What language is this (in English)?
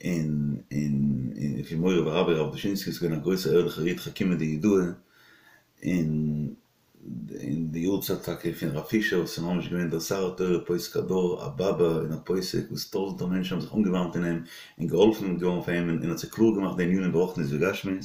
Yiddish